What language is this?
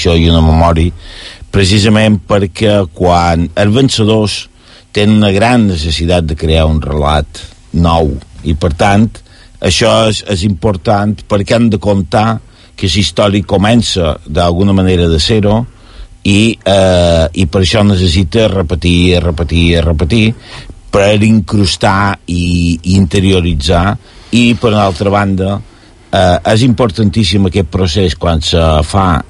Catalan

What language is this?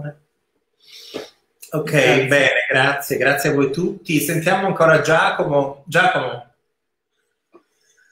Italian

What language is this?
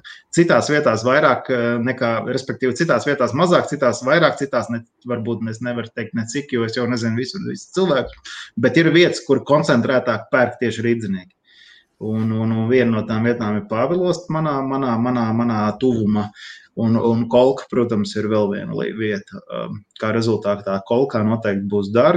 Latvian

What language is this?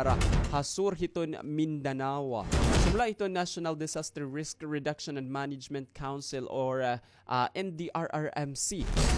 Waray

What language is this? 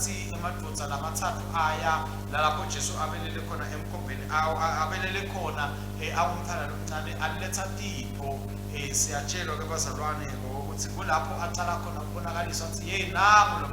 Swati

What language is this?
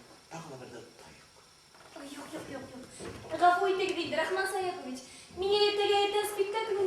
Bashkir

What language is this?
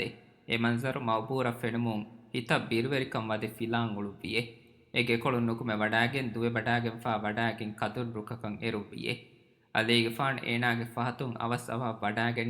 Divehi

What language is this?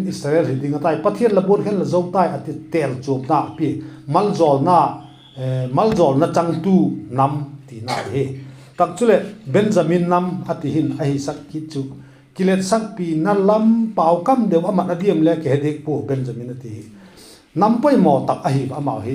Vaiphei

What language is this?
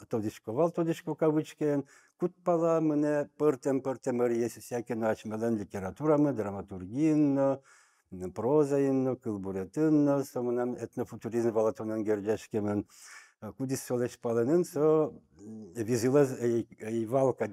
Udmurt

